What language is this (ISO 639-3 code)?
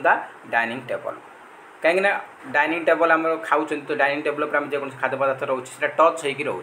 ori